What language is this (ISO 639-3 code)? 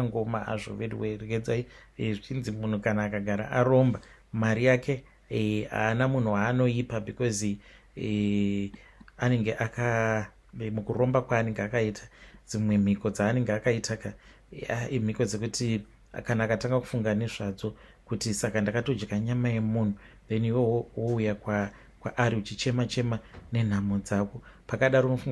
sna